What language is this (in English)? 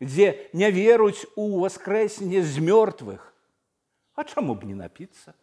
Belarusian